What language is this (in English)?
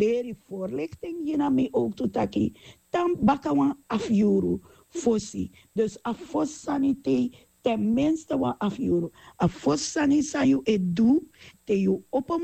Sranan Tongo